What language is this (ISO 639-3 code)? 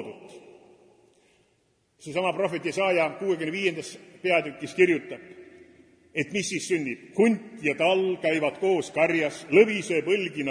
est